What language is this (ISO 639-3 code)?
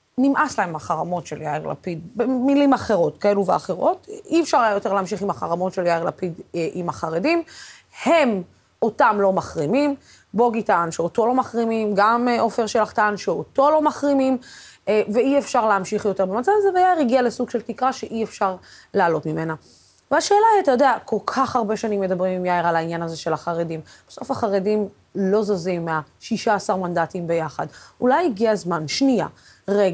heb